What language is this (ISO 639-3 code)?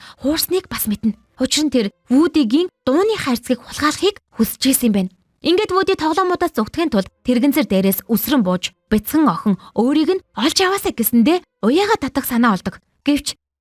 mon